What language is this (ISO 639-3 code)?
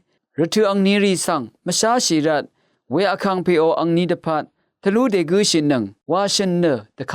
raw